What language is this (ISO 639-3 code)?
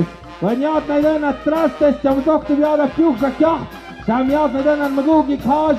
mxp